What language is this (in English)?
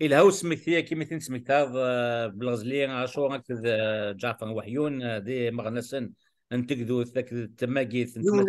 Kabyle